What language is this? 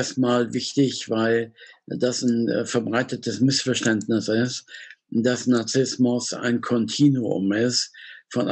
German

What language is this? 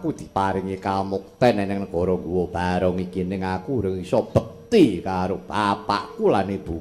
Javanese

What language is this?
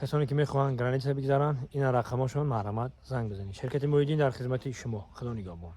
Tajik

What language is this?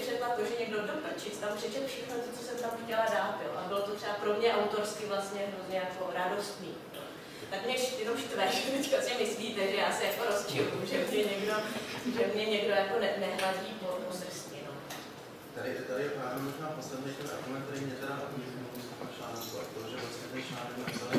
Czech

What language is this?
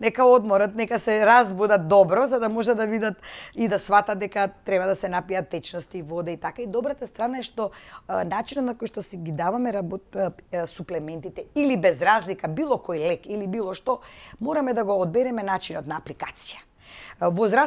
Macedonian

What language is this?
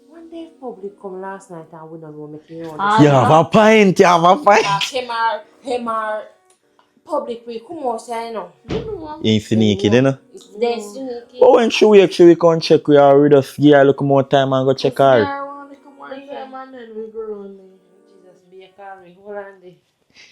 Jamaican Creole English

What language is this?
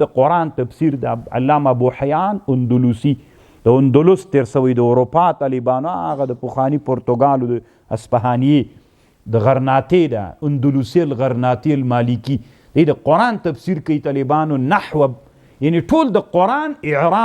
Pashto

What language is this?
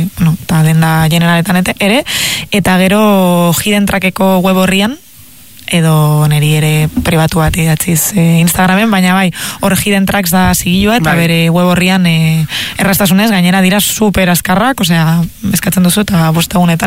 Basque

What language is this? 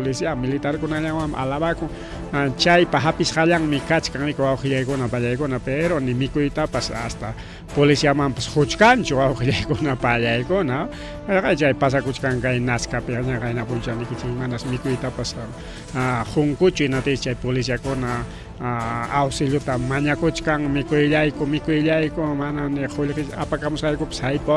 Ayacucho Quechua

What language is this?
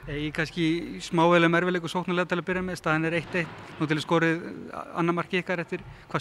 Icelandic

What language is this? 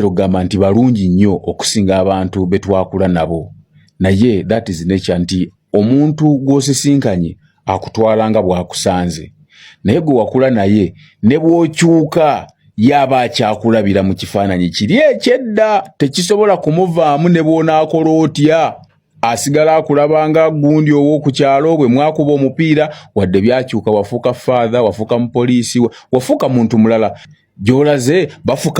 Ganda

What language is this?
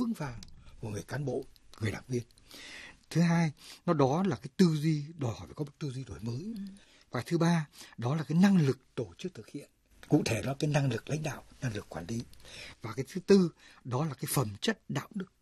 Vietnamese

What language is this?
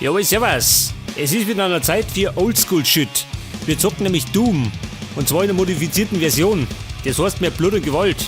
Bavarian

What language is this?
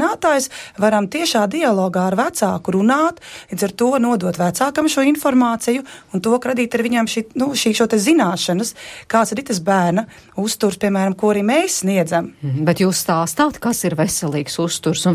Latvian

